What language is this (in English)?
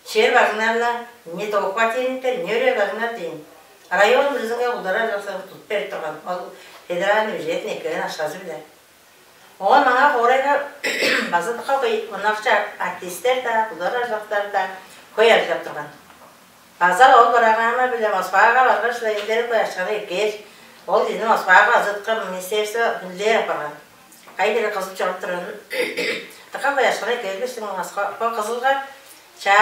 Tuvinian